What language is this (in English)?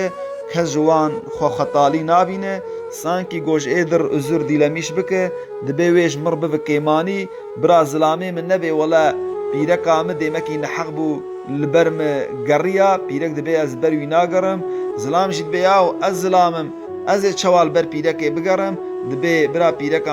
Kurdish